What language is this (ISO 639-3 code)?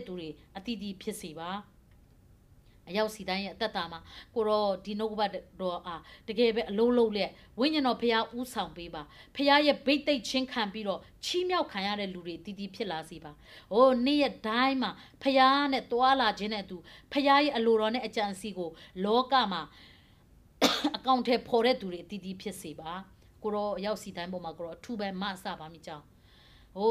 mya